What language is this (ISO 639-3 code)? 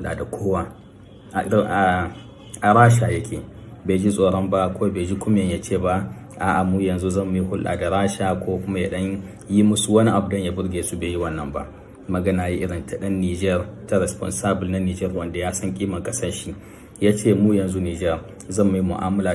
hau